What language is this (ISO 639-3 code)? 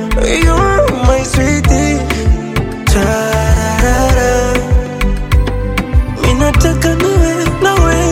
swa